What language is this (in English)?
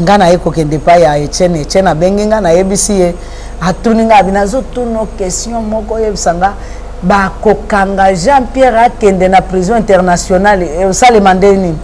Lingala